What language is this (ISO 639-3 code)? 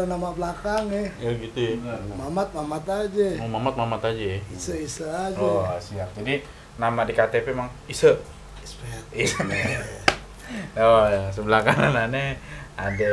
bew